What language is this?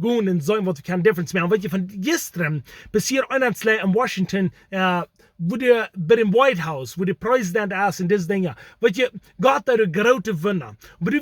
Plautdietsch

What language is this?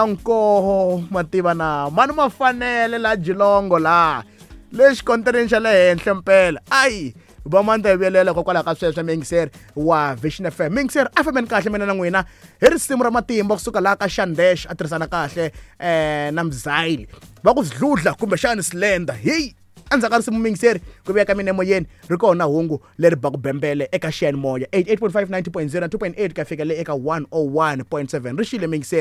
Tsonga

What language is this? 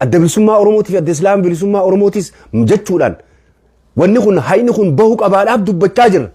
Oromo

